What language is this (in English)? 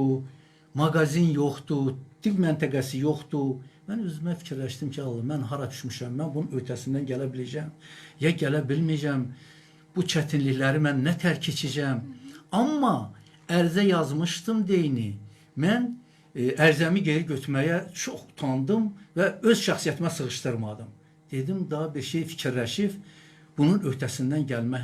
Azerbaijani